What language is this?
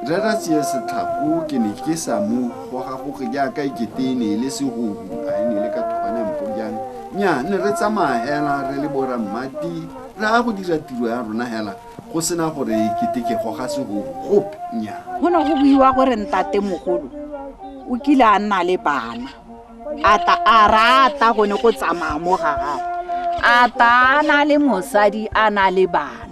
Tswana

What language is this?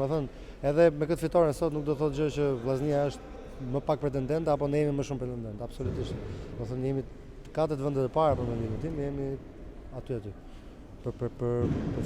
Albanian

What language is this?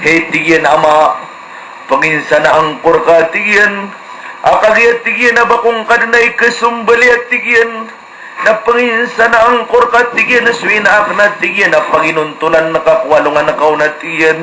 Maranao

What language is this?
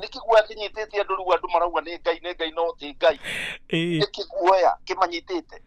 Kikuyu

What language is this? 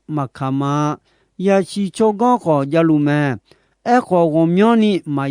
Akha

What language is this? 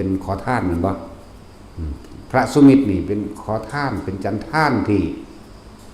Lao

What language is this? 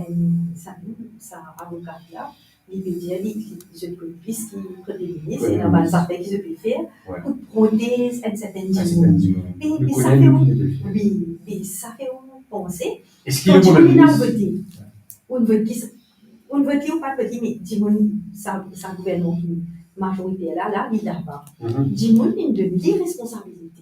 Morisyen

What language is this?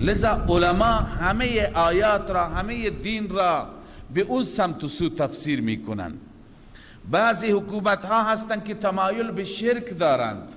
Persian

